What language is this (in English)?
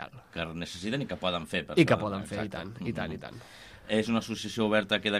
Catalan